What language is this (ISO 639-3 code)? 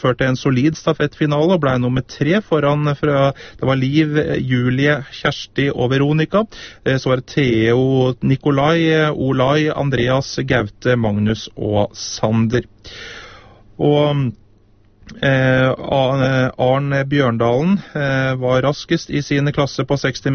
nor